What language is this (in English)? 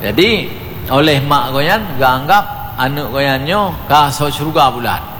Achinese